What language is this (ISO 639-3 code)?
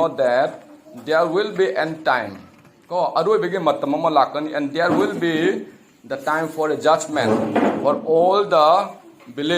mni